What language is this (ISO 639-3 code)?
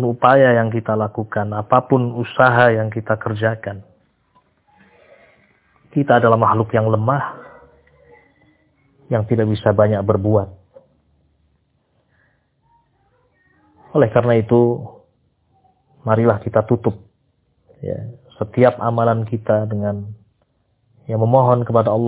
ind